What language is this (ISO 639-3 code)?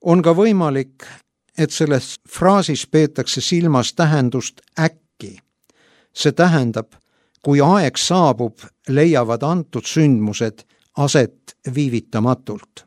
est